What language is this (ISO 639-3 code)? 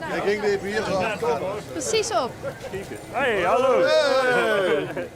lim